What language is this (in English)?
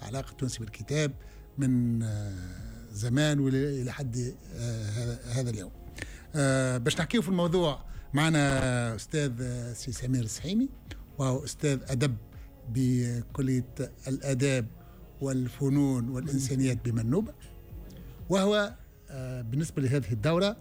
Tunisian Arabic